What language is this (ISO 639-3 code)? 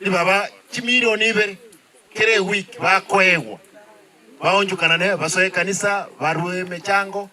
guz